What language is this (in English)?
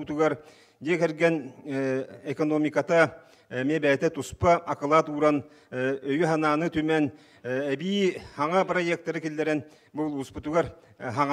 Yakut